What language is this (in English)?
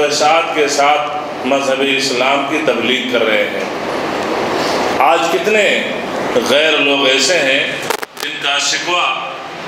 Urdu